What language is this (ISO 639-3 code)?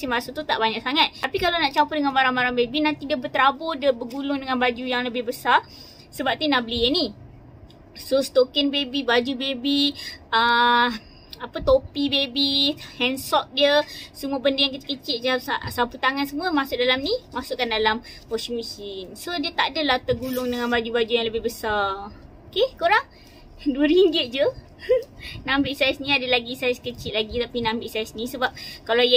msa